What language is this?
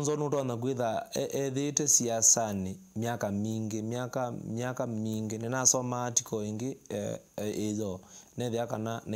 Kamba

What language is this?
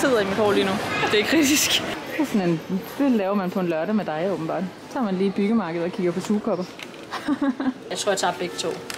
Danish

